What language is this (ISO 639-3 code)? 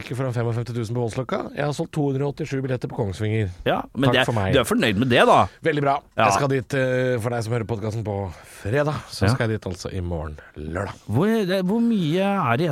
nor